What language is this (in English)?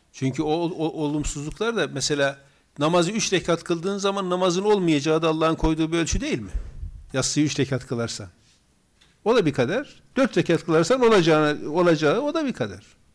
Turkish